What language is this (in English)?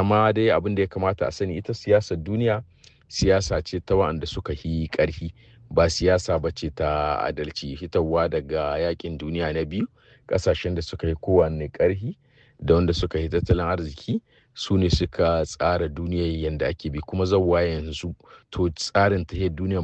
Hausa